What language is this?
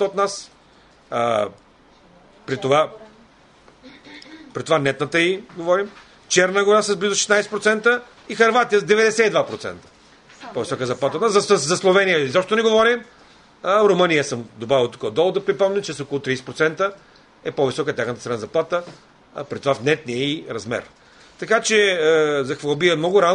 Bulgarian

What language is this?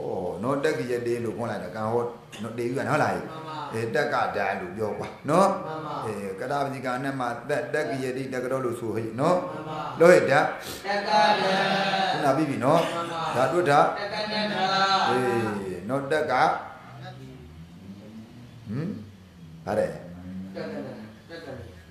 Burmese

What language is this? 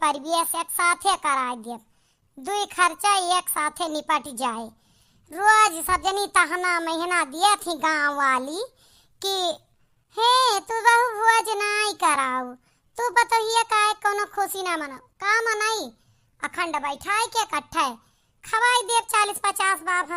Awadhi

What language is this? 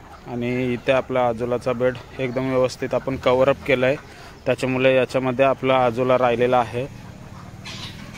Marathi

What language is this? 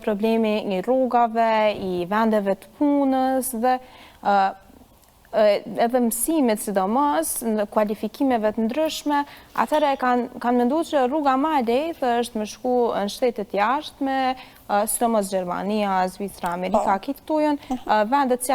Albanian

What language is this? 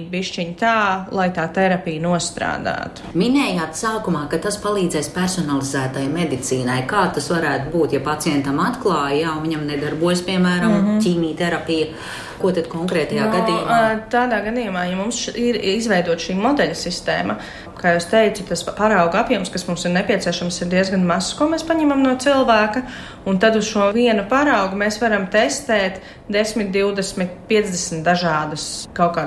Latvian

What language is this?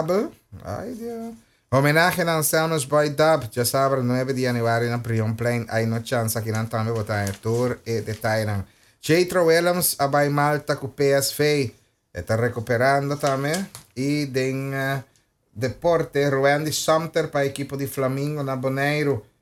Papiamento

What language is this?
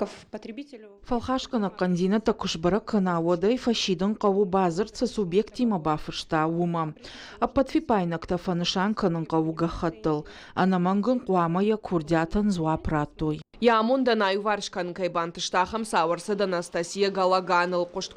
Ossetic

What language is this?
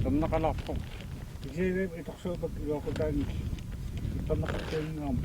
Kalaallisut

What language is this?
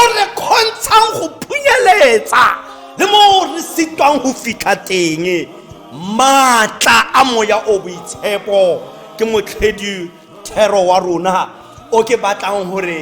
Tswana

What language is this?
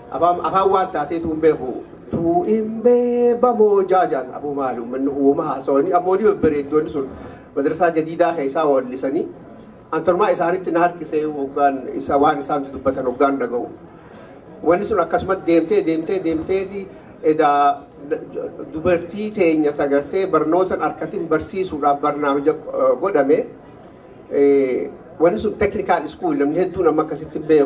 Oromo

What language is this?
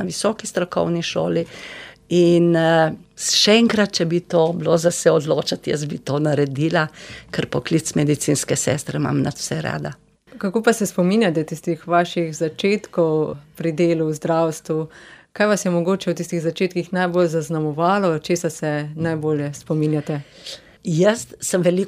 Slovenian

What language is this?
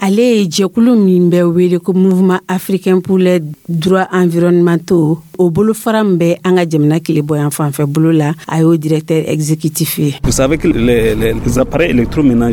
Dyula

